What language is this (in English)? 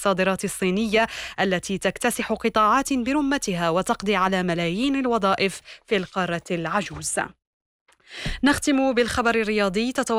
Arabic